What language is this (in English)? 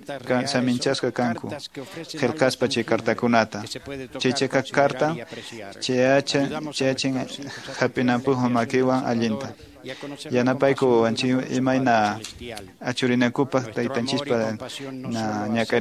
Quechua